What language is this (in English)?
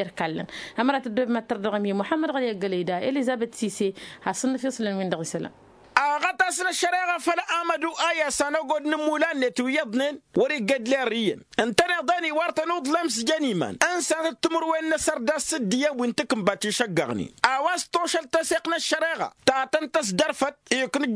Tamasheq